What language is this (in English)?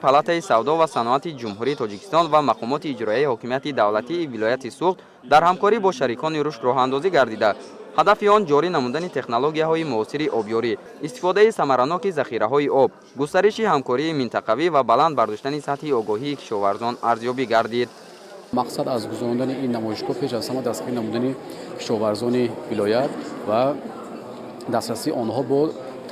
Tajik